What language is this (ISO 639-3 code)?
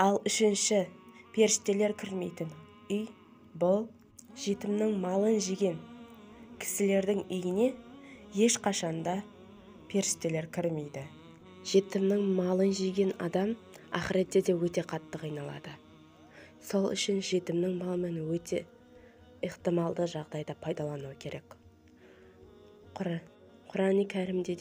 kaz